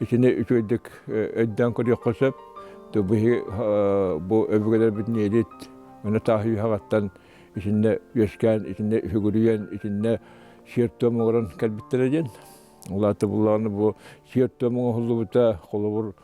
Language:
Yakut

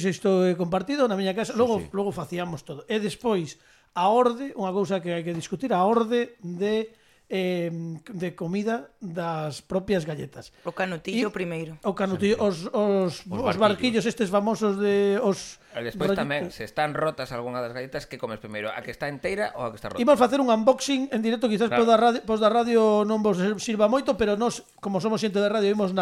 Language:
Galician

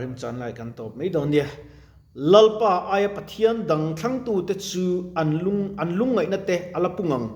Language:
Mizo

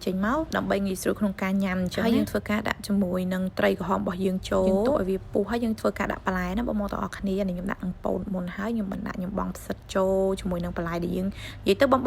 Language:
Khmer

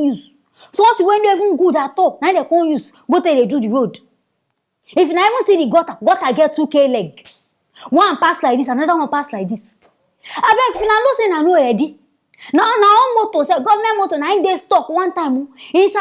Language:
Nigerian Pidgin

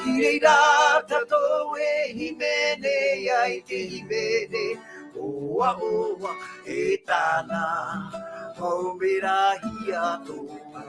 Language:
Tahitian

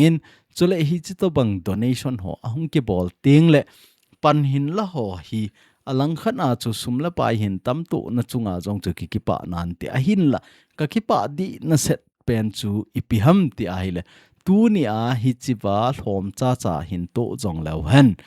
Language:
Thado Chin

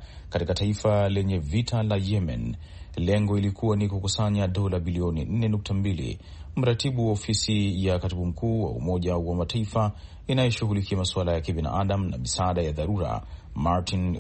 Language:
Swahili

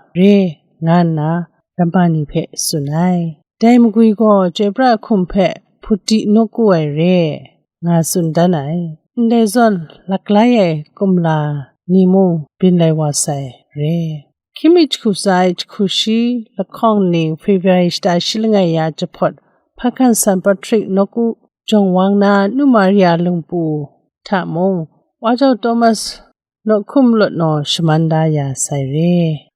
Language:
Kachin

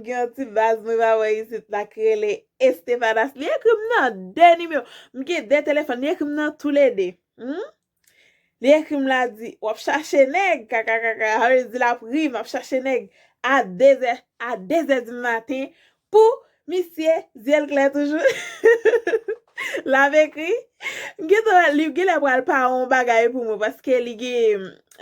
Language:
Haitian Creole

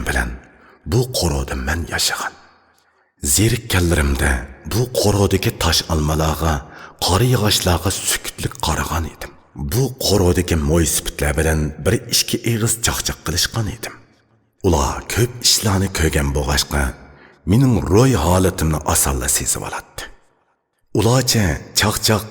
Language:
Uyghur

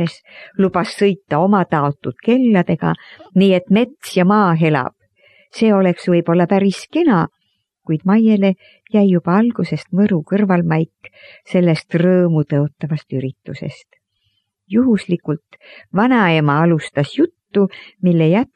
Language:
Estonian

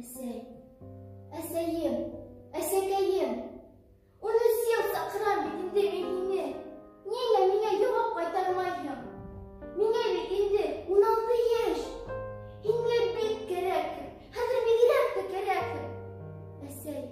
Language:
Bashkir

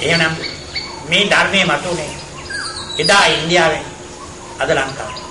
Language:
Sinhala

